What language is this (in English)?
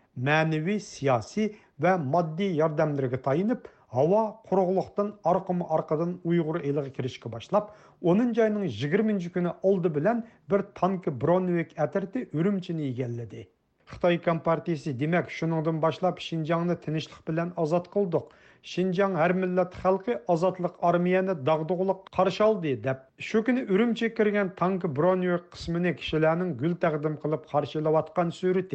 Uyghur